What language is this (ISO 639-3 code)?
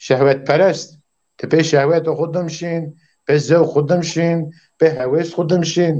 zza